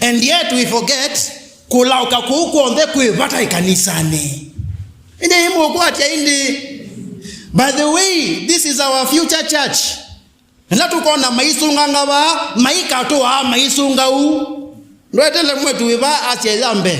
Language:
Kamba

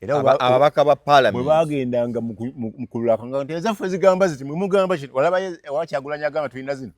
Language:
Ganda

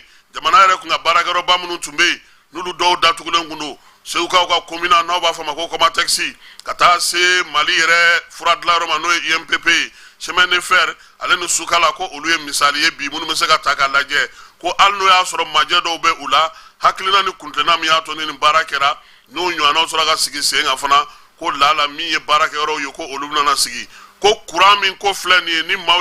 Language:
Bambara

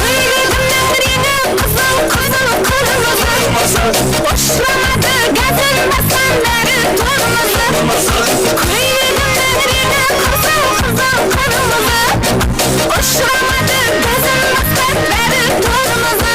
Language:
Kara-Kalpak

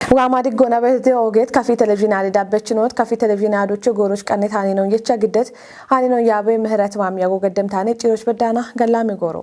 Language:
Kafa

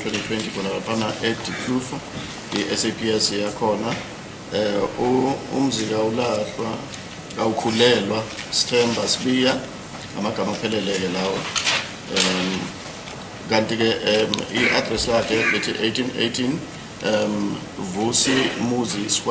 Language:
Zulu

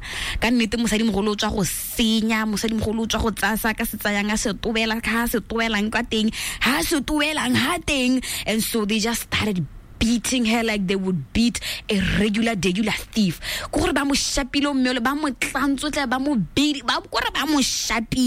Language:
Tswana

